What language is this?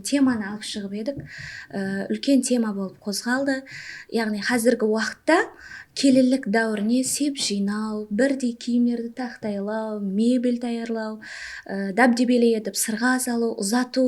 Kara-Kalpak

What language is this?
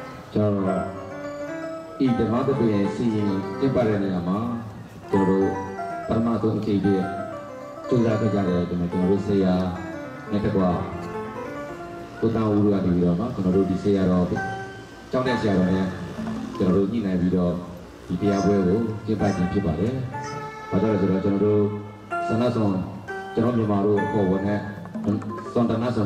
Burmese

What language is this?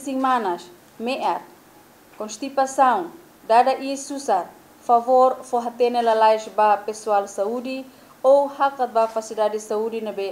Tetum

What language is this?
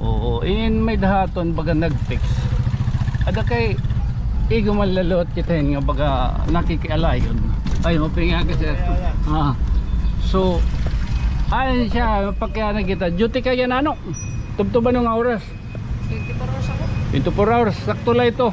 Waray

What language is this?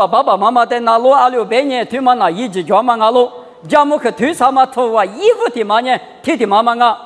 Lisu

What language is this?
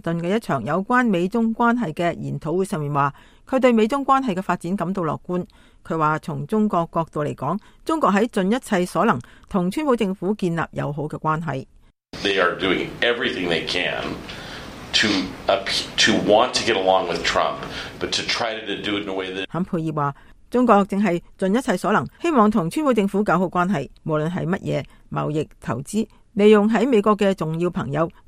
Cantonese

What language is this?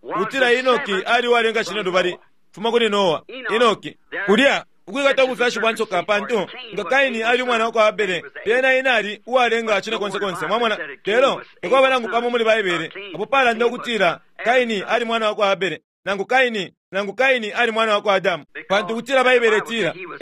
Bemba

